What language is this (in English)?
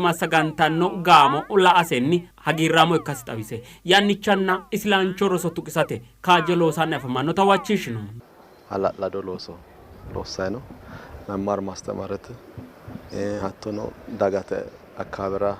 Sidamo